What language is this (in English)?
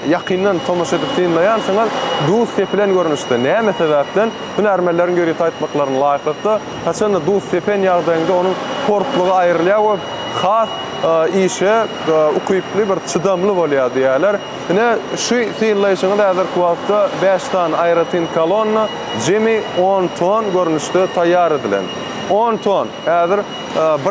Turkmen